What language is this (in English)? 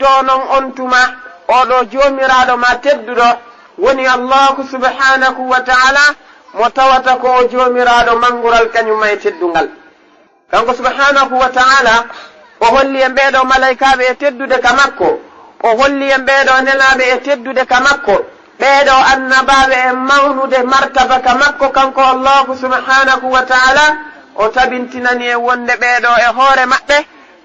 Fula